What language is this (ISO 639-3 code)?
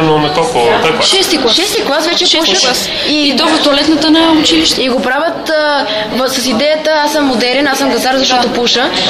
bul